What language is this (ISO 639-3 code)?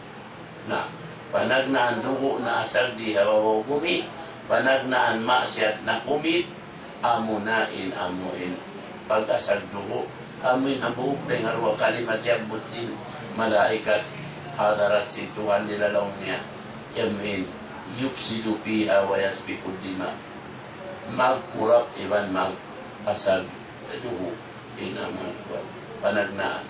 tsg